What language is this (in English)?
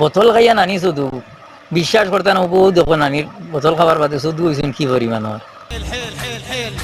Sylheti